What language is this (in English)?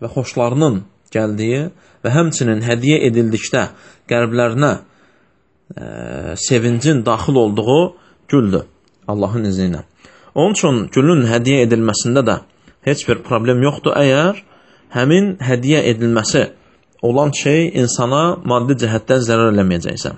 Azerbaijani